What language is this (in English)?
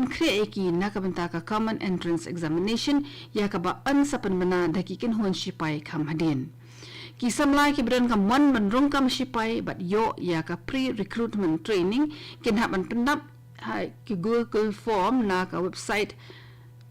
Khasi